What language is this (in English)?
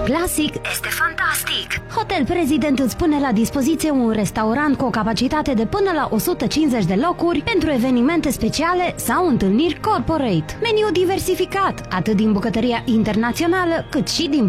Romanian